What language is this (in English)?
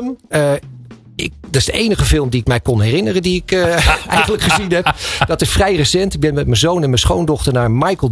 Dutch